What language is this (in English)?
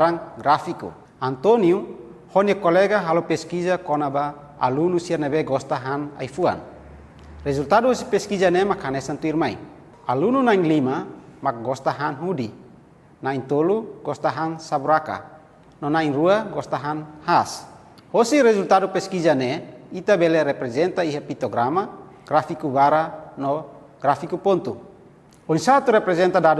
Tetum